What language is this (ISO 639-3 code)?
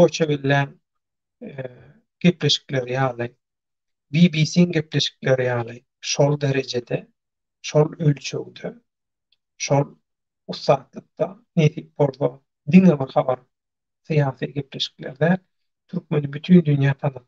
tuk